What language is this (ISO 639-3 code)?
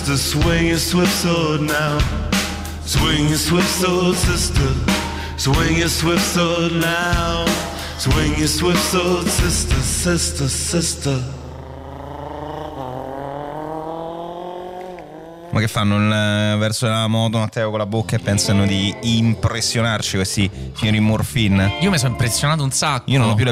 ita